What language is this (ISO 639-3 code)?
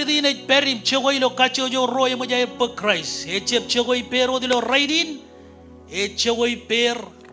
mah